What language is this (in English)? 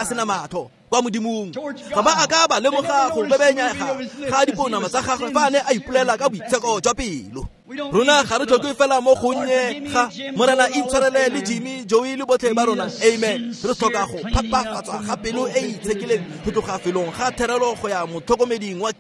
Tswana